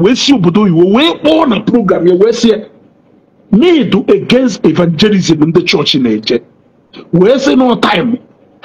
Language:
Igbo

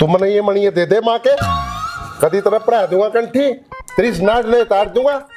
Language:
Haryanvi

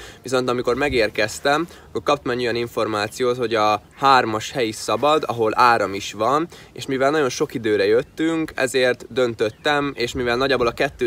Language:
Hungarian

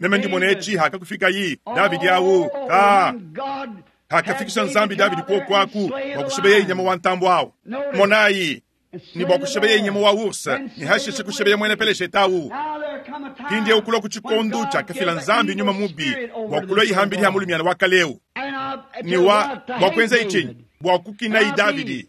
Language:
Luba-Lulua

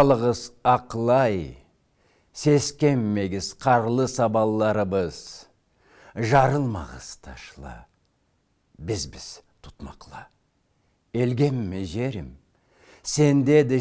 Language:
Karachay-Balkar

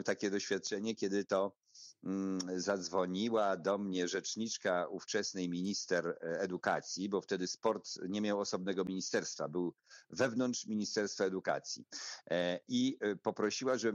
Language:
Polish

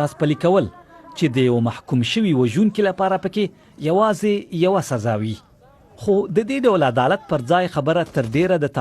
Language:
Pashto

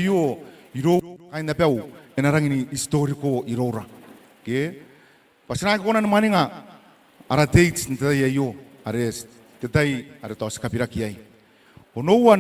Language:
Gilbertese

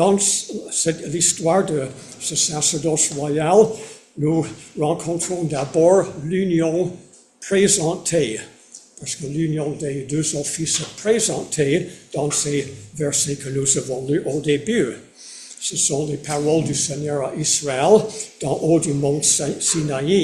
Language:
French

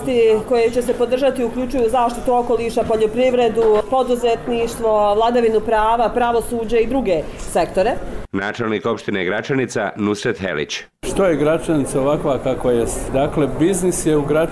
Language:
Bosnian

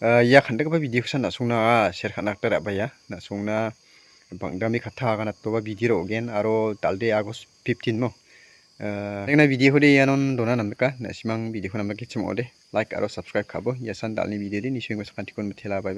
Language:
Garo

